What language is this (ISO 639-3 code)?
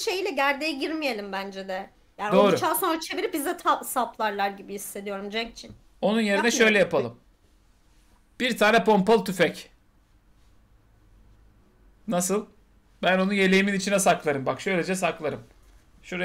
tur